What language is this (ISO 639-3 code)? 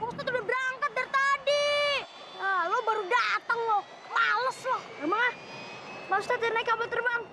bew